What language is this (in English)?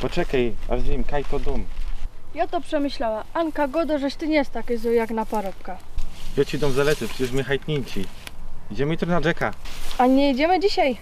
Silesian